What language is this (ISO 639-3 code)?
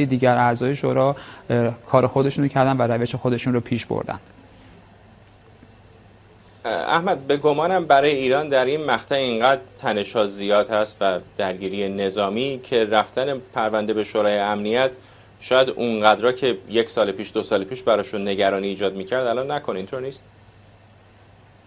fas